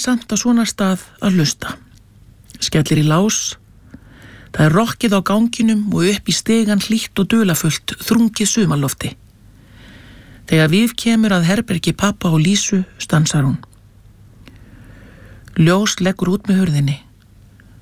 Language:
Icelandic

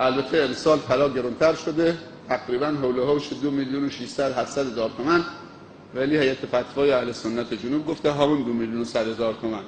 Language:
Persian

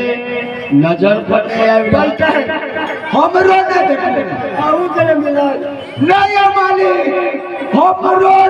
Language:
Maithili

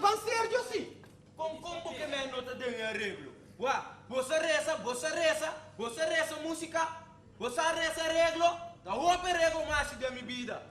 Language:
Papiamento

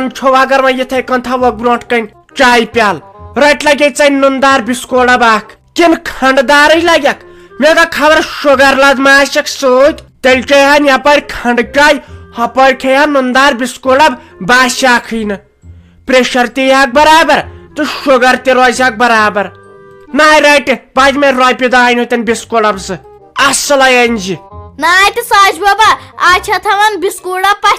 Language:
Kashmiri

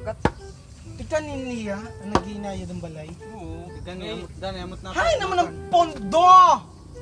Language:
Waray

